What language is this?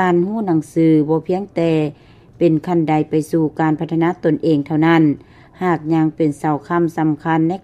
Lao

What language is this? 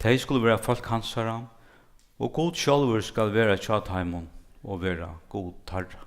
Faroese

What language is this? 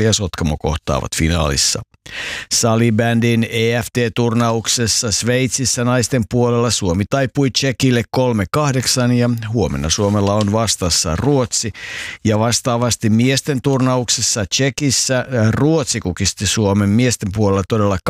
Finnish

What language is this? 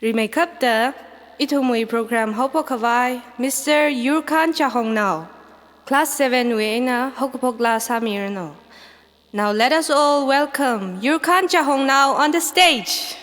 Tangkhul Naga (India)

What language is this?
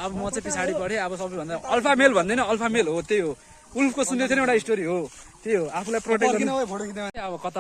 Nepali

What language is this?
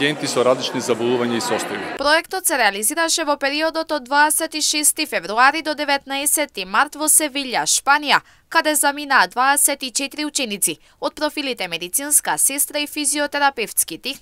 Macedonian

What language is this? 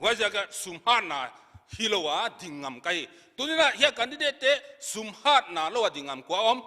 Paite Chin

